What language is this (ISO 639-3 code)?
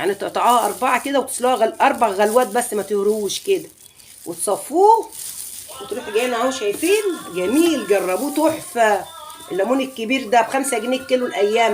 arz